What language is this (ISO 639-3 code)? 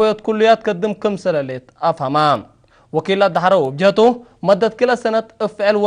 tig